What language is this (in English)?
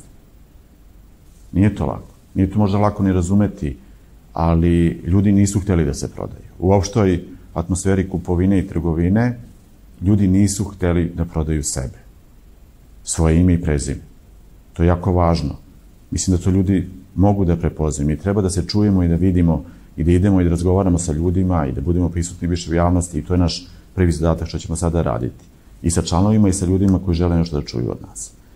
Serbian